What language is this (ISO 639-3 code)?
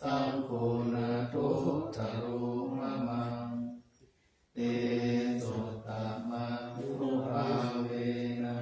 pli